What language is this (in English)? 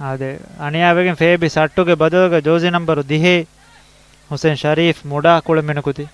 Divehi